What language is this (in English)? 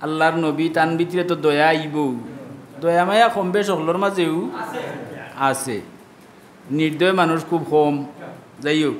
Sylheti